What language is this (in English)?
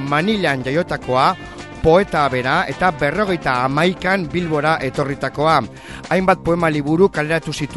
Basque